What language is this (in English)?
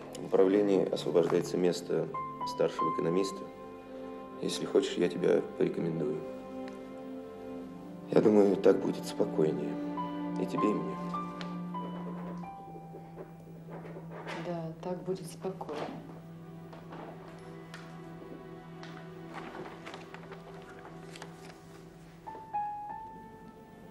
Russian